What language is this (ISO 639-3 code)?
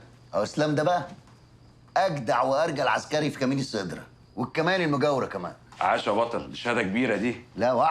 arz